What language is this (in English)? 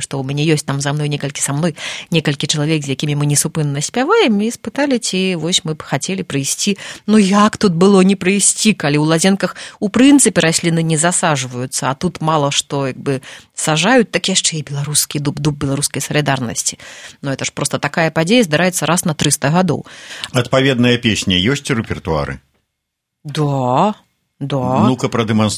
Belarusian